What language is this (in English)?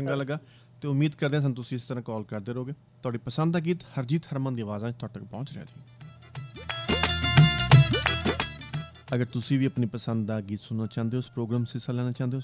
Punjabi